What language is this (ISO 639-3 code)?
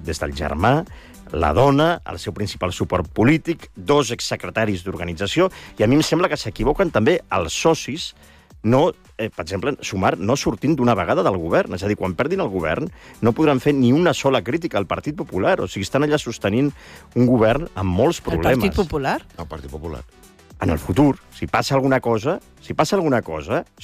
cat